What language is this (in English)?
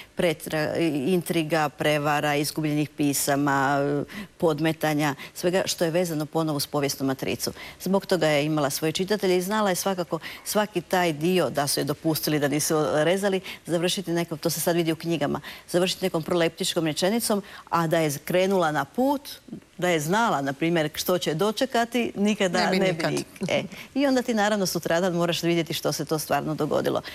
Croatian